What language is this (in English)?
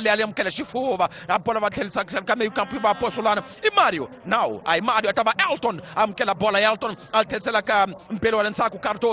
Tsonga